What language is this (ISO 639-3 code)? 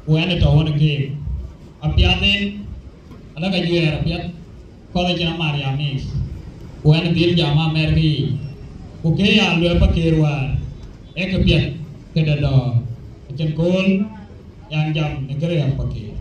din